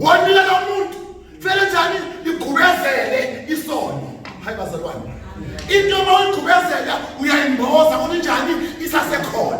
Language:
Zulu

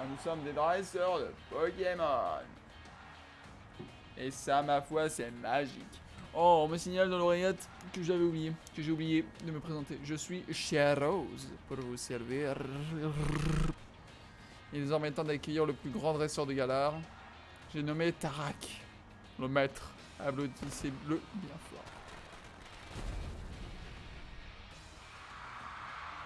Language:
French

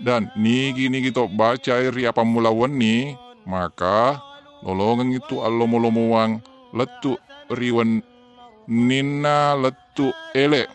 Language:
Buginese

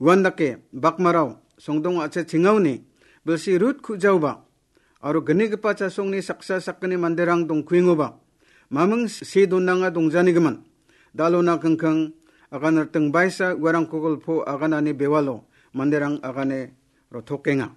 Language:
Garo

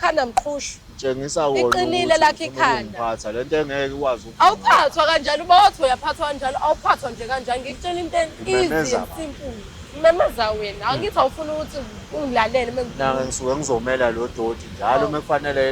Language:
Zulu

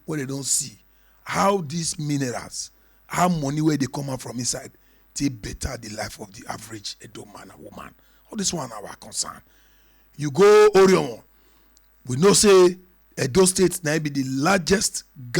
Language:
Nigerian Pidgin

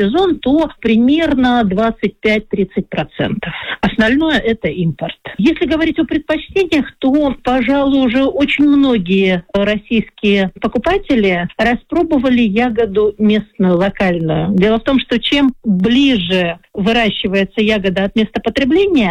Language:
Russian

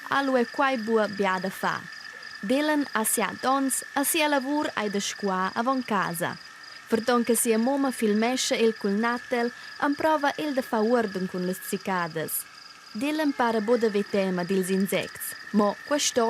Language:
Romansh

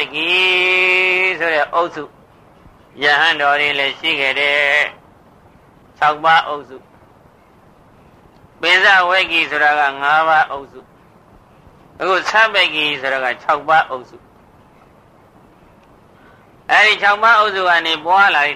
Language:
Burmese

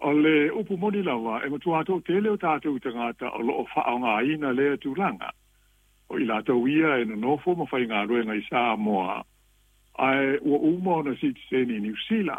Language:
Samoan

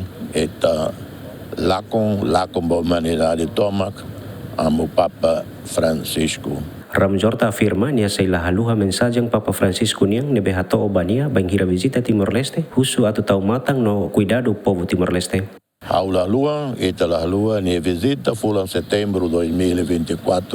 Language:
Tetum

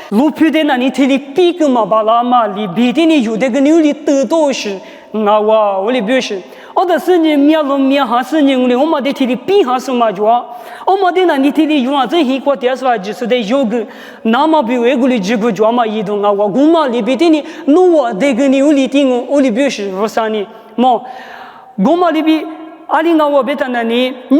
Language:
Lisu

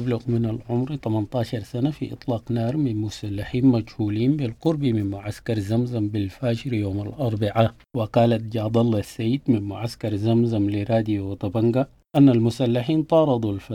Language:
Sudanese Arabic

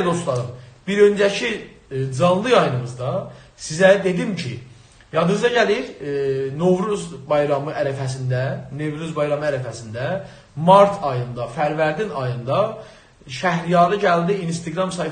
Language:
South Azerbaijani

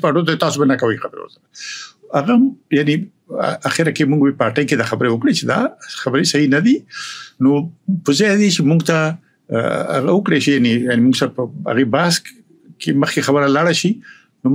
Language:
Pashto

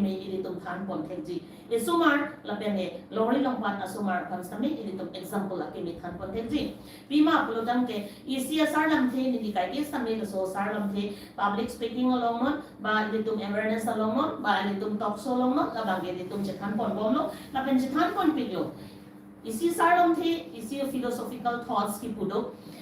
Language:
Karbi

